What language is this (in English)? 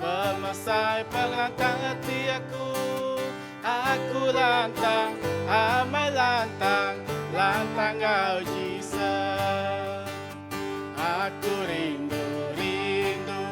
Iban